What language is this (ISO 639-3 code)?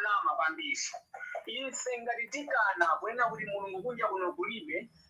nya